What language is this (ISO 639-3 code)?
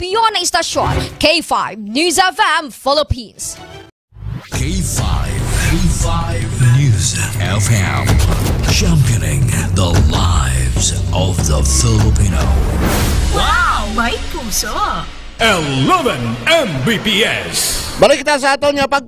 hil